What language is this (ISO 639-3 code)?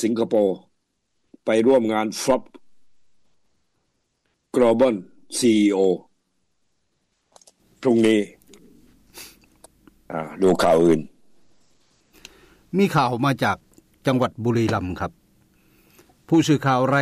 tha